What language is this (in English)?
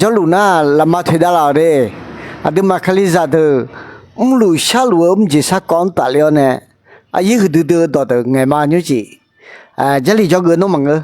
Akha